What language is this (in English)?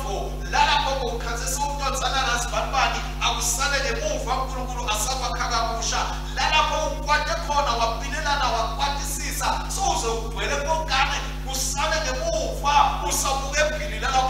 Swati